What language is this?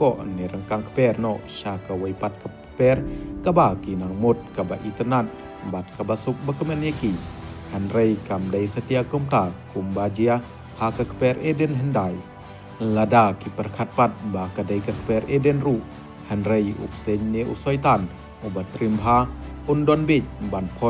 Khasi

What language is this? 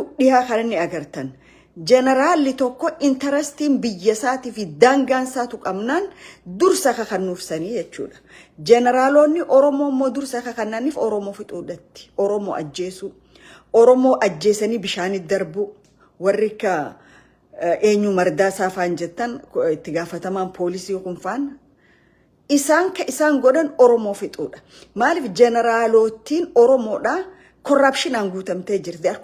Oromo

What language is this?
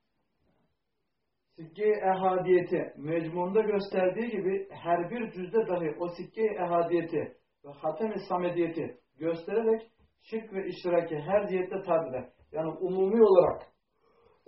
Turkish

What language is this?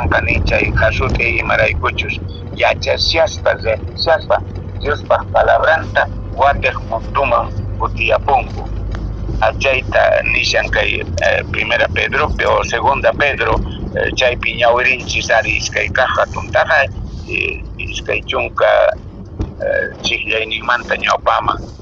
Quechua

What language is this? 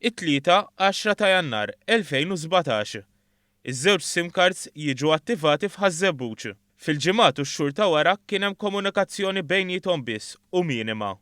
Maltese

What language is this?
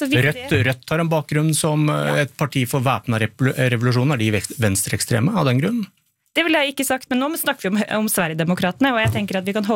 Norwegian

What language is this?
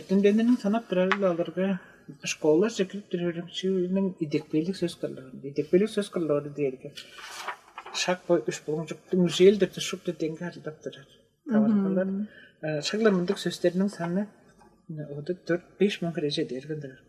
Tuvinian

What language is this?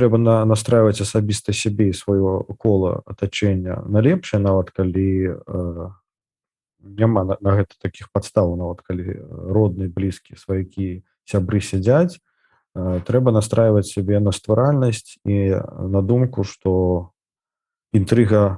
Belarusian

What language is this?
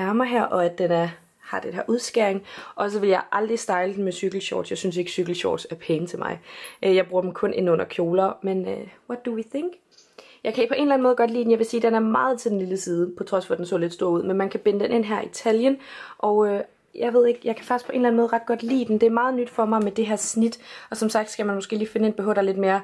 Danish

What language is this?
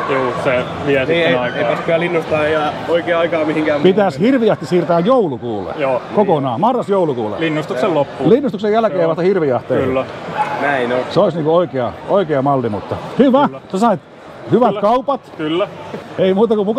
Finnish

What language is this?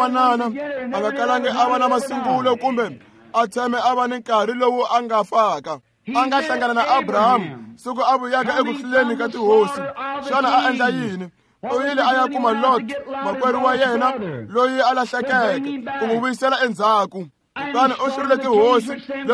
Tsonga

